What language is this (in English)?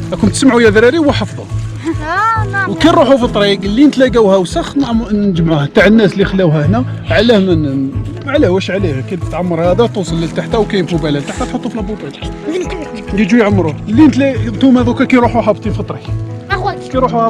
Algerian Arabic